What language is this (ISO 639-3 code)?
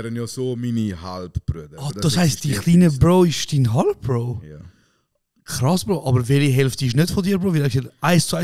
gsw